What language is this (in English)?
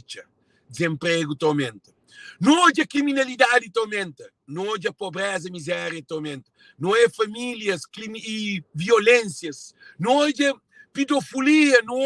Kabuverdianu